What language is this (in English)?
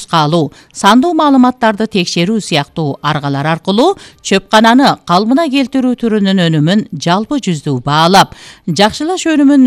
Kyrgyz